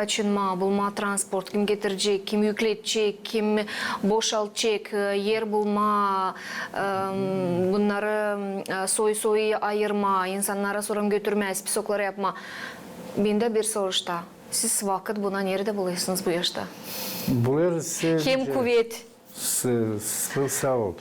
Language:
Gagauz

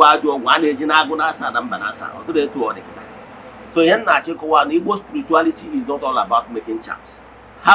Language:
Igbo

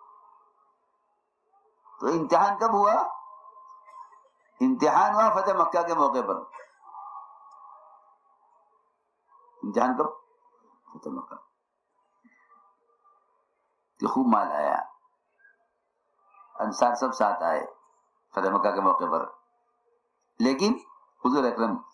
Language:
Urdu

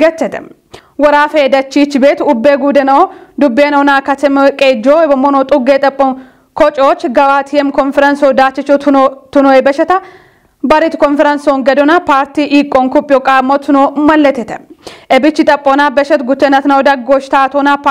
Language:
Kafa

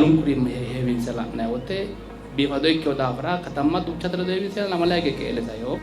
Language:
Sidamo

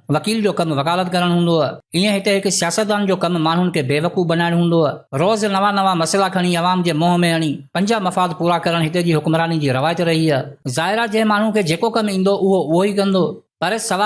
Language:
Sindhi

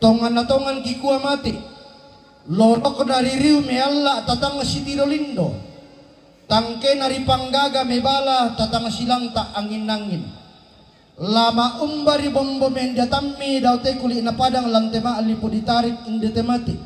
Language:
Toraja-Sa'dan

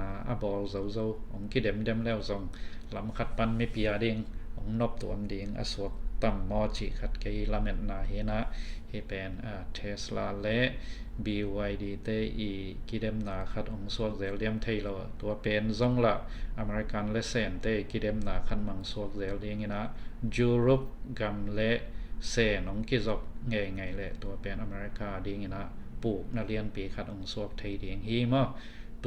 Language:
Tedim Chin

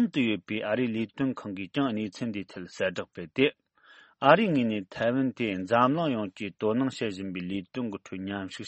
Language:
Tibetan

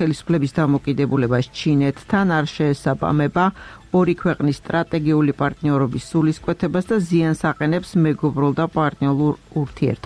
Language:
Georgian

